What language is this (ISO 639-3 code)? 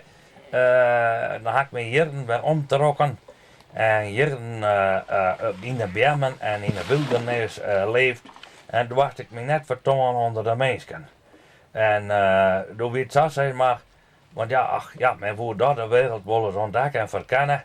fry